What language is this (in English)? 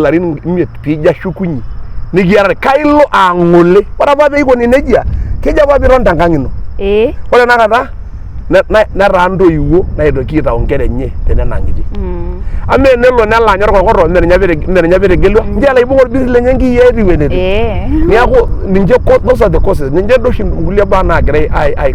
Masai